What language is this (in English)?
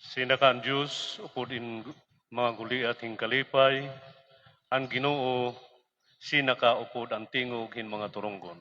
Waray